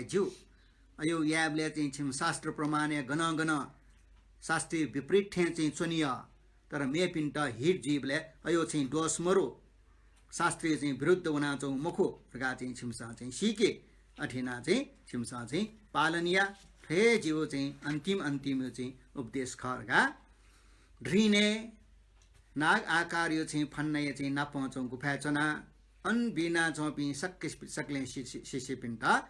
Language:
Newari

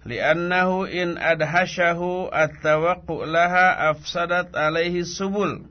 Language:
Sundanese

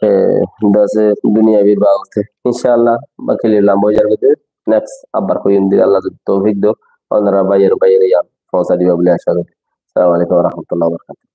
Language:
Rohingya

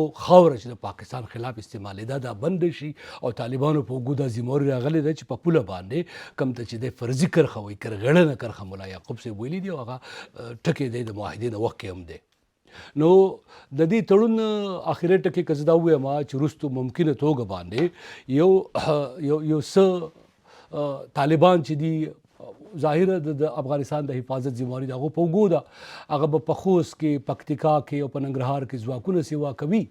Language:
Pashto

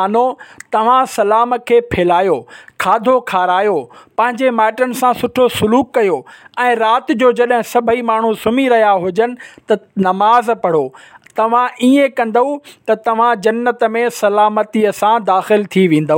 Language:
Sindhi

